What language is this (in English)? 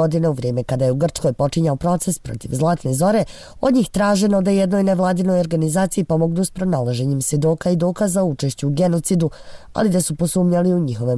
Bosnian